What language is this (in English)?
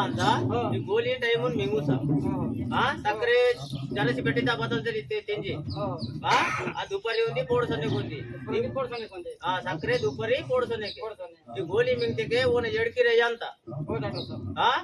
Aheri Gondi